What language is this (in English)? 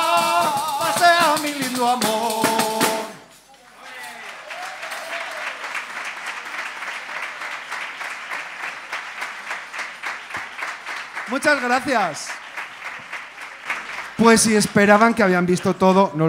Spanish